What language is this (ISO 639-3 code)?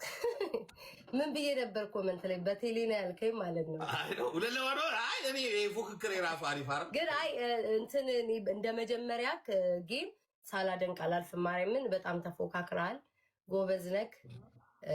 amh